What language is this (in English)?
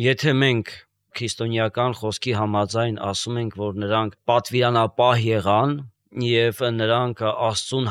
Armenian